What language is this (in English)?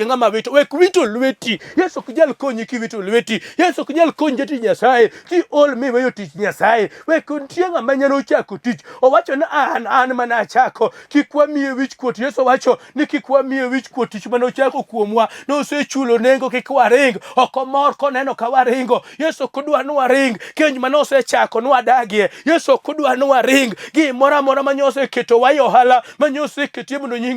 Luo (Kenya and Tanzania)